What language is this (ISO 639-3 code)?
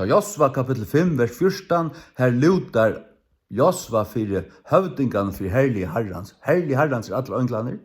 fao